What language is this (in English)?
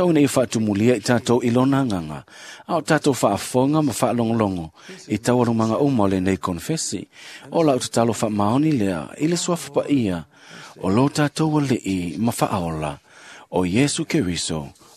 Samoan